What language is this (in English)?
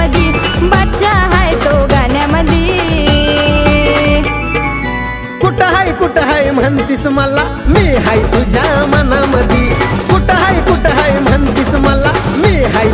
Marathi